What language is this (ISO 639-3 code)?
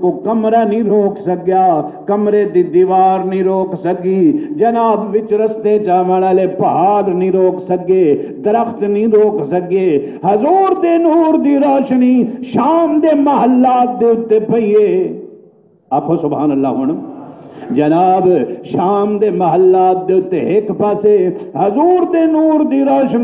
skr